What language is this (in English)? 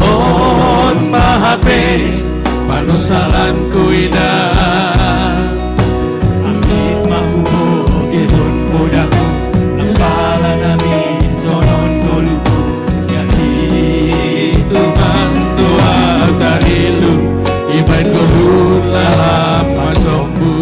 Batak Simalungun